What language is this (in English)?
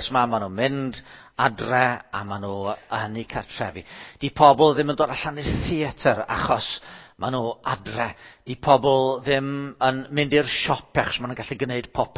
Welsh